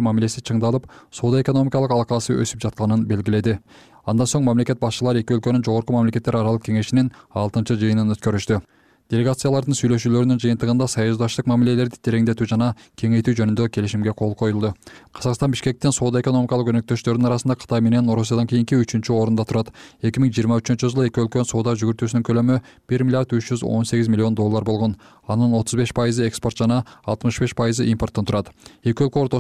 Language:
Kyrgyz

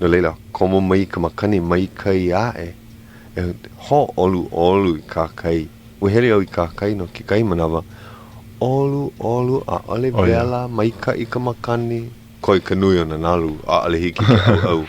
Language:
Hawaiian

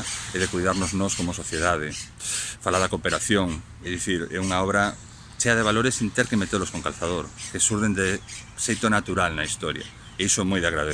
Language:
Galician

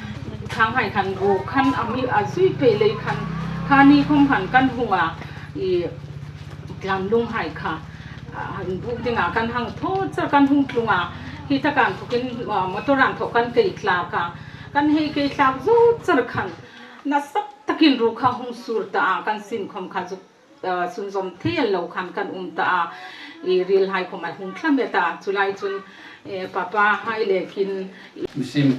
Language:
Hmar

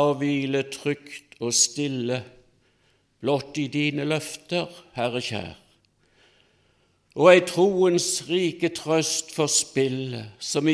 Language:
Norwegian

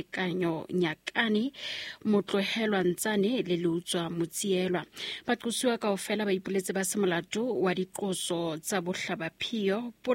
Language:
Southern Sotho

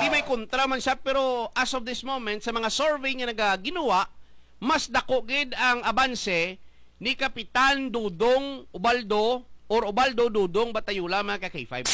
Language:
Hiligaynon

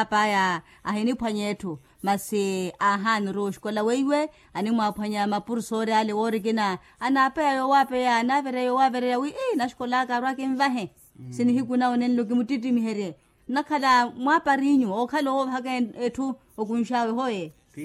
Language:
Makhuwa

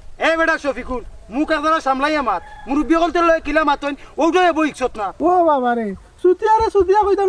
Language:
Sylheti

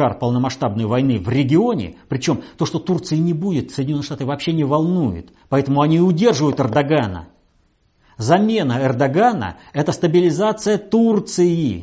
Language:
Russian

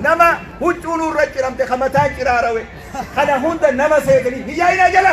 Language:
Oromo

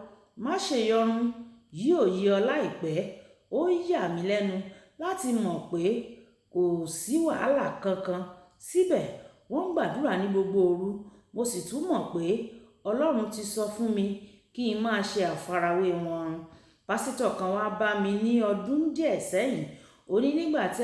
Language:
Yoruba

